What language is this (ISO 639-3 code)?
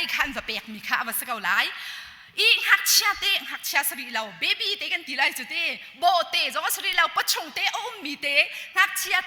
cnh